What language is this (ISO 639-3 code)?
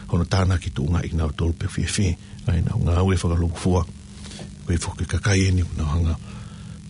ton